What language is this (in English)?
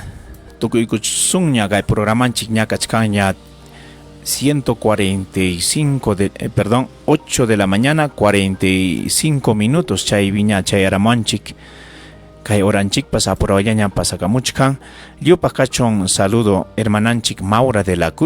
Ayacucho Quechua